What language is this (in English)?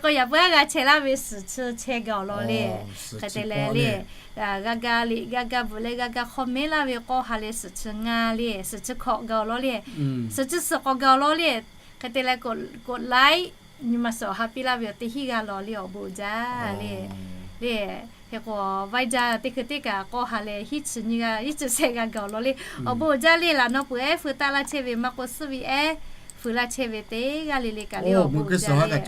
Lahu